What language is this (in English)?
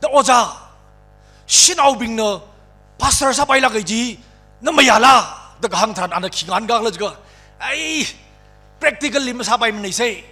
Tangkhul Naga (India)